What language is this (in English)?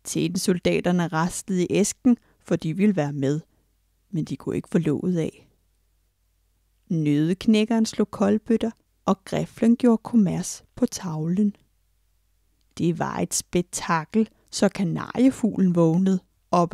Danish